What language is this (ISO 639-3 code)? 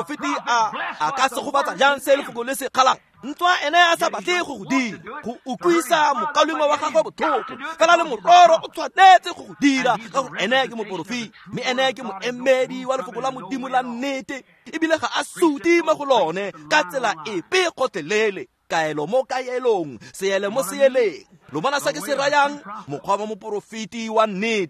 tsn